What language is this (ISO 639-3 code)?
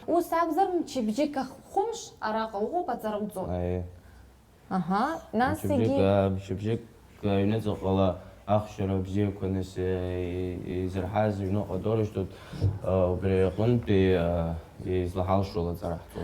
abk